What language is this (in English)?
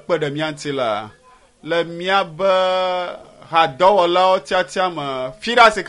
Ewe